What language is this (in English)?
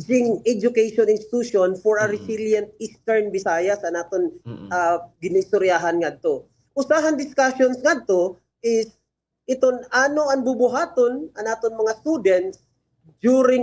Waray